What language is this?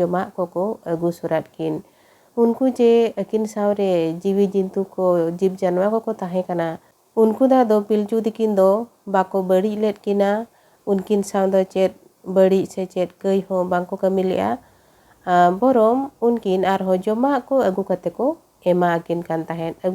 Santali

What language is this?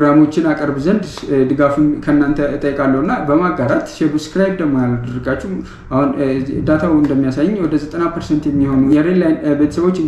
Amharic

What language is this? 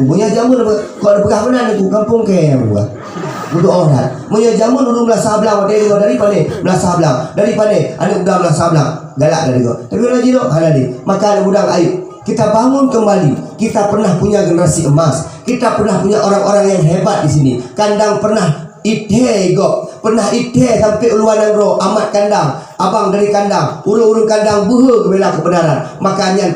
Achinese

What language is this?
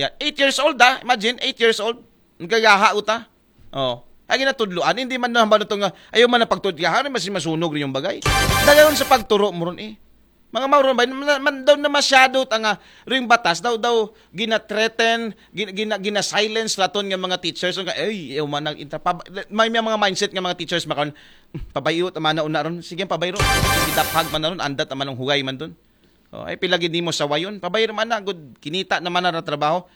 Aklanon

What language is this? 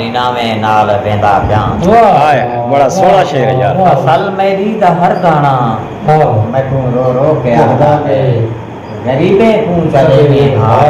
Saraiki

